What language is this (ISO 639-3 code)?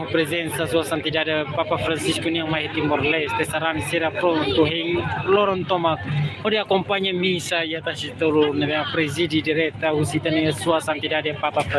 tet